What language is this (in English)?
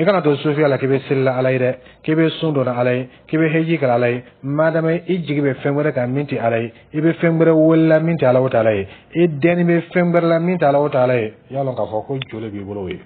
Dyula